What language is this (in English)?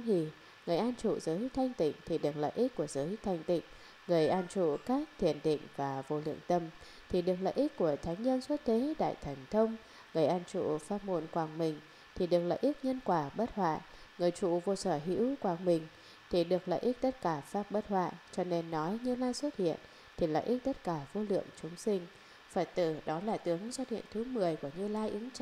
Vietnamese